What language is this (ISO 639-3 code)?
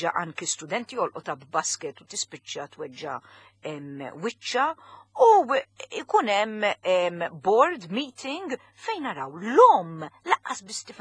mlt